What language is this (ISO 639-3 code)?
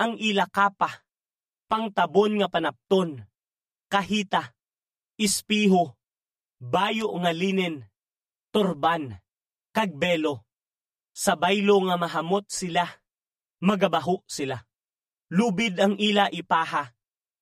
hil